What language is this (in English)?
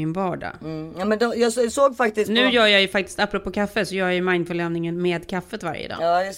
Swedish